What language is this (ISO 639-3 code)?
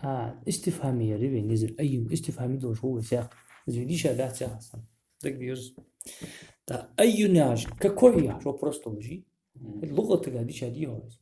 inh